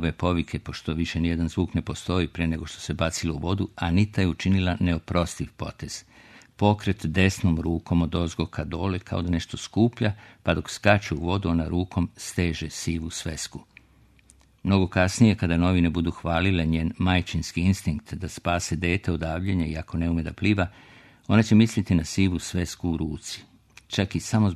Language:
Serbian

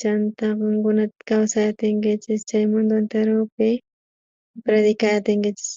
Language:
South Bolivian Quechua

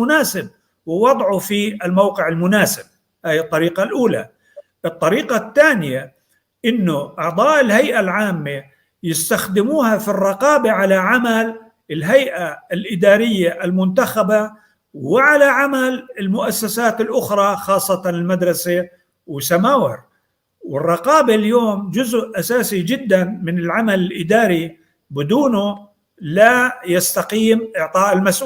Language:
North Levantine Arabic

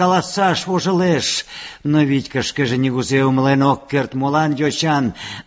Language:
Mari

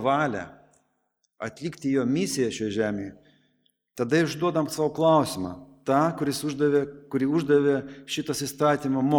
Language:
Lithuanian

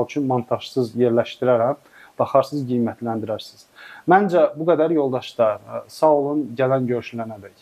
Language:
Azerbaijani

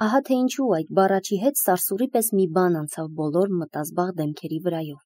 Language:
Armenian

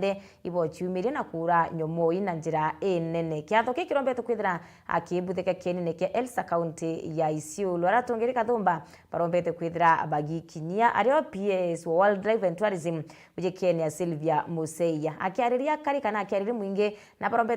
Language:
Meru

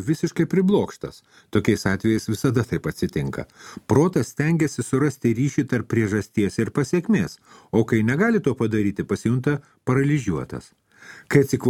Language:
Lithuanian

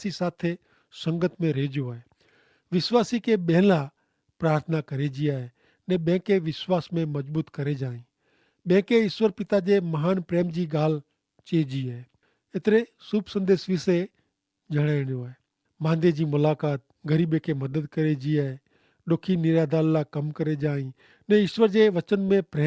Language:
Kachhi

